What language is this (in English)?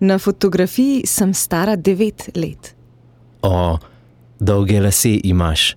Slovenian